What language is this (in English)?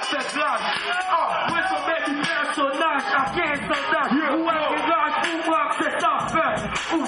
Haitian Creole